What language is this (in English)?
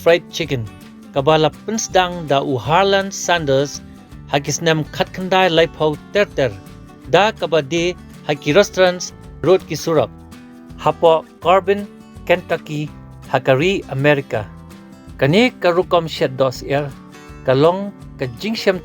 Khasi